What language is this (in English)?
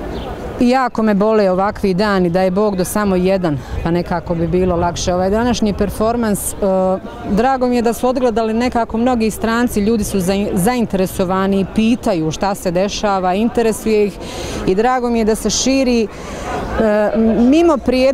Bosnian